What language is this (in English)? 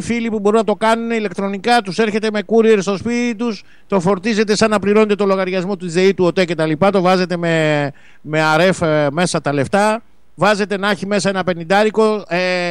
Greek